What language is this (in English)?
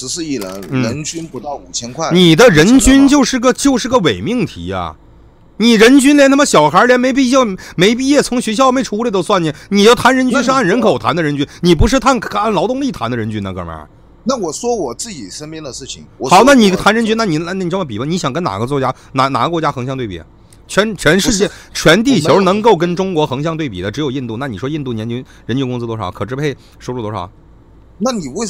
Chinese